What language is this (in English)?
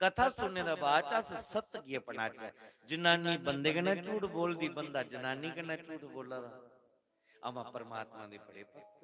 Dogri